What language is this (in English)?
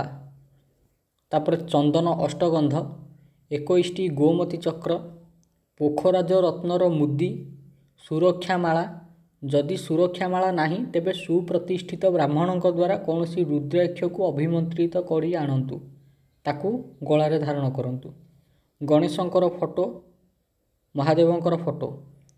Odia